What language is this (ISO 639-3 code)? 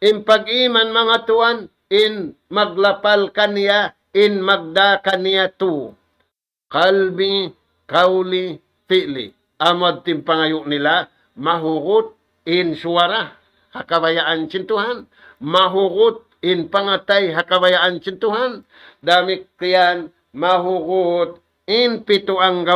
tsg